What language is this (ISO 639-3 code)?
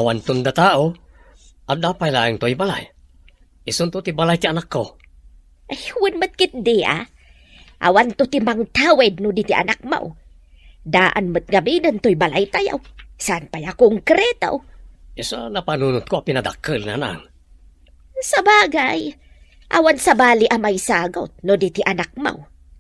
ilo